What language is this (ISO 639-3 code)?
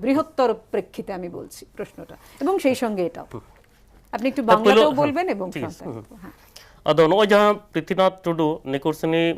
sat